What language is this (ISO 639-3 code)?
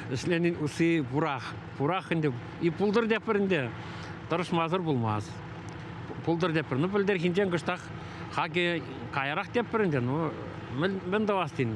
chv